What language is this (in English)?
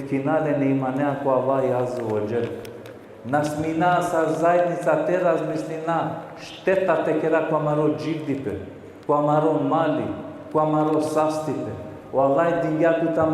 Balkan Romani